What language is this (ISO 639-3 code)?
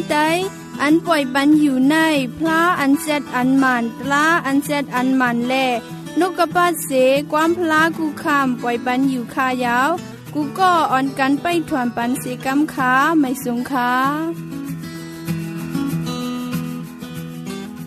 tha